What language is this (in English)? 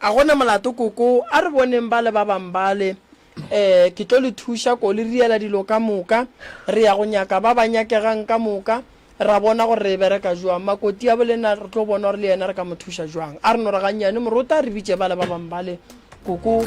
Northern Sotho